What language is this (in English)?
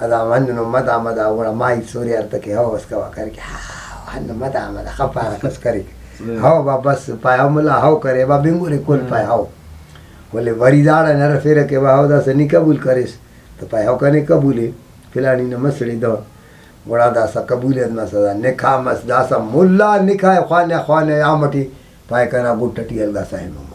Brahui